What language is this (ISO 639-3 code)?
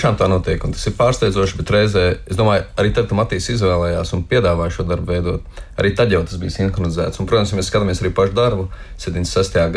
lav